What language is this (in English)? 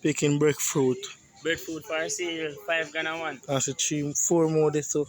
Jamaican Creole English